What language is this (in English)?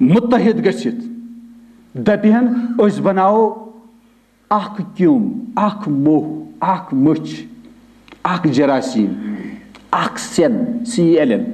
Kashmiri